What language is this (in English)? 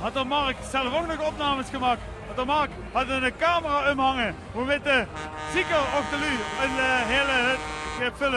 Limburgish